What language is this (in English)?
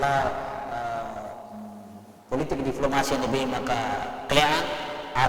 Tetum